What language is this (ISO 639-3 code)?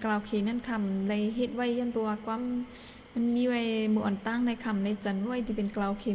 shn